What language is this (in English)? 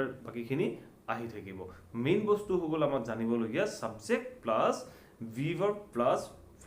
Assamese